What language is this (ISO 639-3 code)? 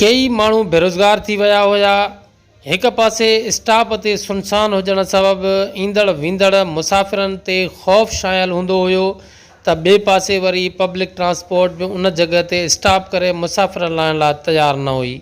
snd